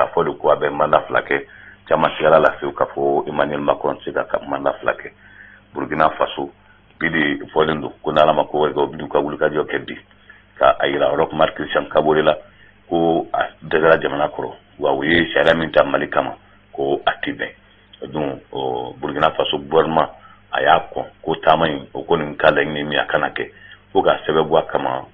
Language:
Bambara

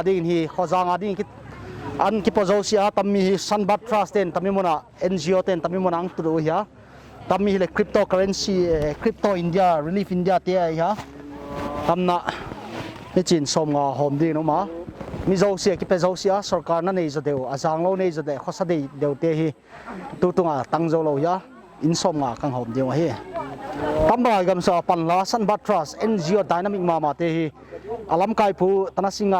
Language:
Paite Chin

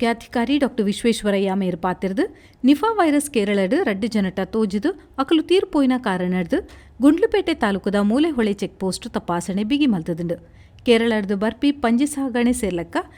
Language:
Tulu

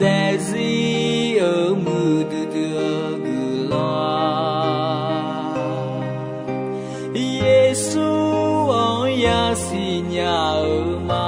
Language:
Akha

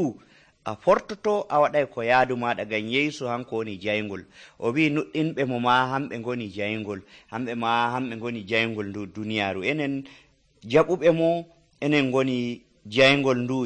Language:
Nigerian Fulfulde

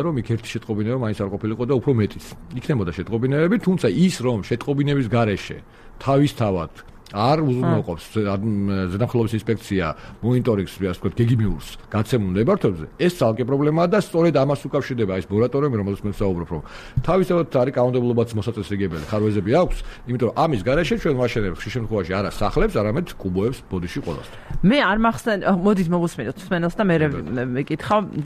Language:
Georgian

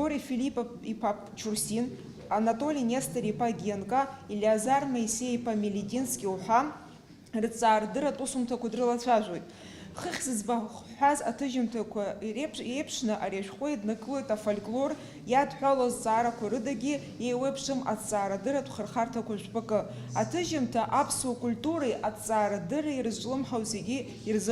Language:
Abkhazian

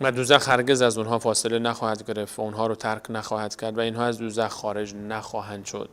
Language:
Persian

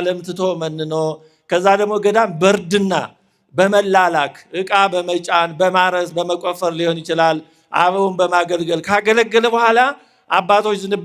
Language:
Amharic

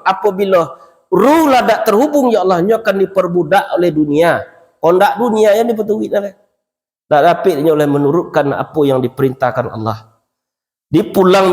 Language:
Minangkabau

